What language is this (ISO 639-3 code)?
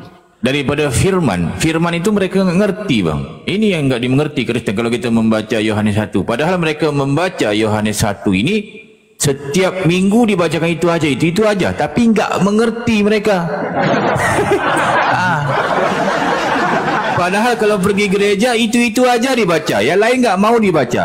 ind